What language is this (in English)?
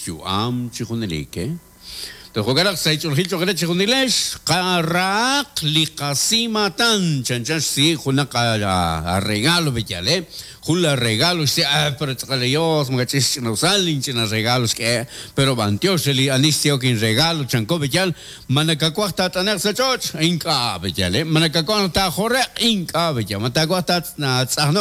Kekchí